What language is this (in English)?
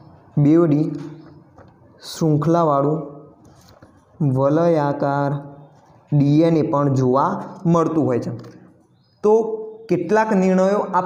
Gujarati